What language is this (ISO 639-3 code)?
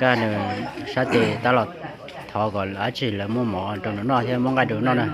hmn